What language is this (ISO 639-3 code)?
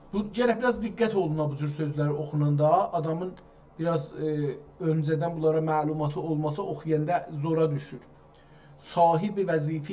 azb